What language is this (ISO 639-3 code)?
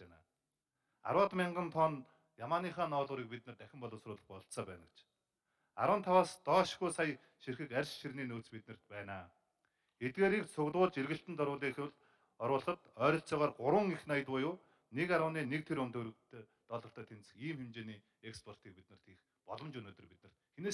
mon